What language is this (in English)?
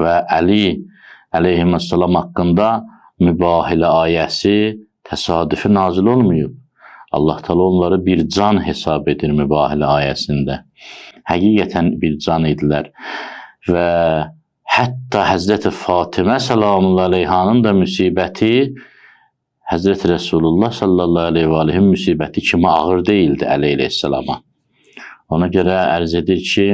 Azerbaijani